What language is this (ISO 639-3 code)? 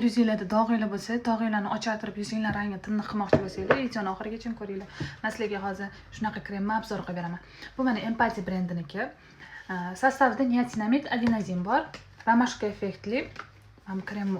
uzb